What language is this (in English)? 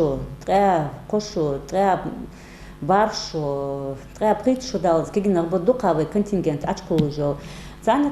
Ingush